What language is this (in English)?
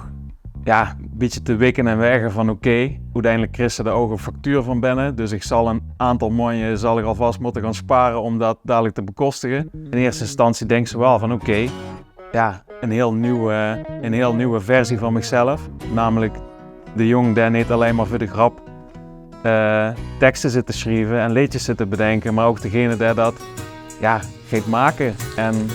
Limburgish